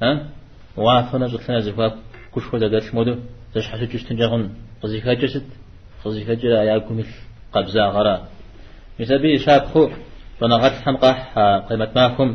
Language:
Kabardian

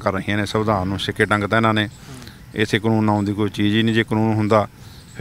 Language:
Punjabi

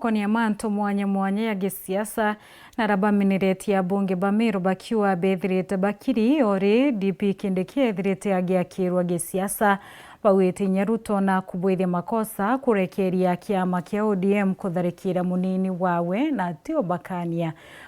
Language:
Meru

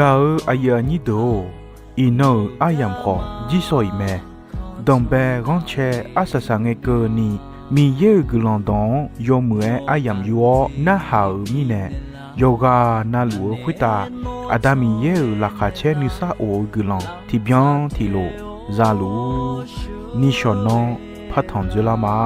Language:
Akha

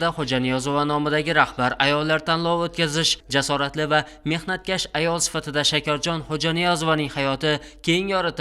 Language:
Uzbek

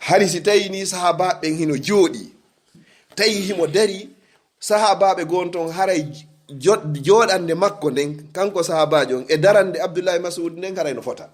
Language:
Fula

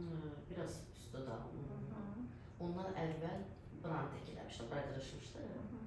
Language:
Azerbaijani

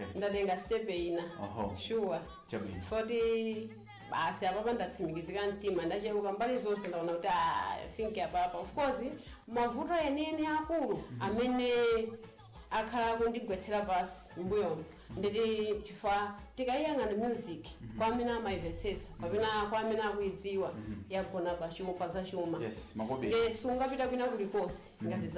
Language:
Nyanja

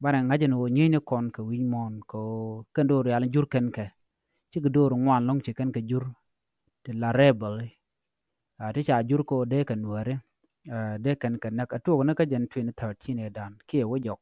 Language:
Nuer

